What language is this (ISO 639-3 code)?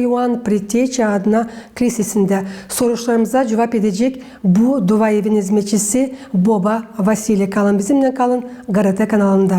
gag